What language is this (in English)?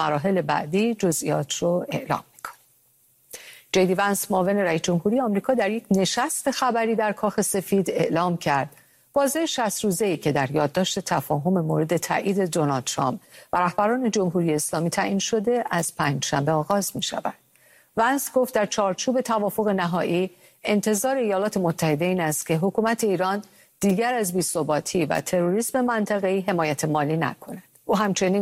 Persian